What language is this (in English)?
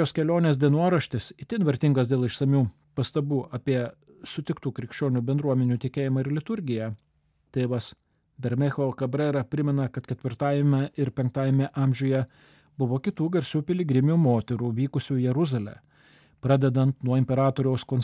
Lithuanian